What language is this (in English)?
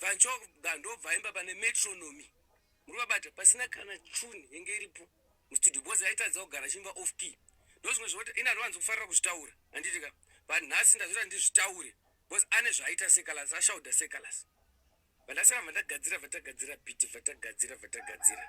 Shona